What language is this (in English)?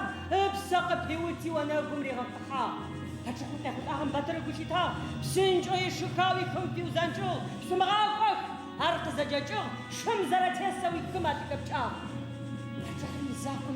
Adyghe